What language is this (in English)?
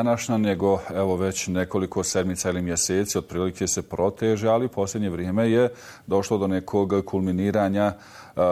Bosnian